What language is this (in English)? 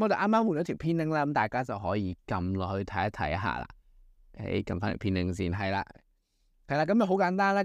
Cantonese